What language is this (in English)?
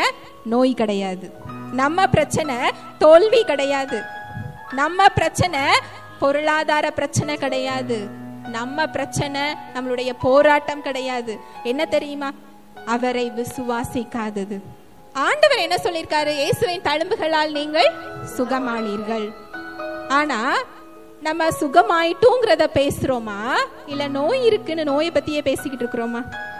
Tamil